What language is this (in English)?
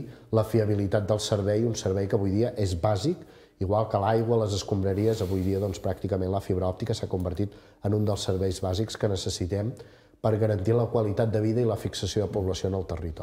Catalan